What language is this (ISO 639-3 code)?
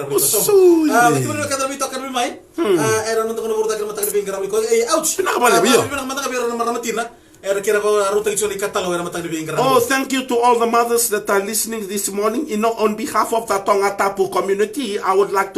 fij